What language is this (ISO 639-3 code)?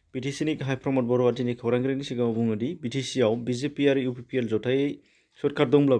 brx